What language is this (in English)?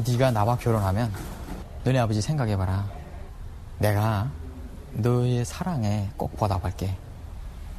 Korean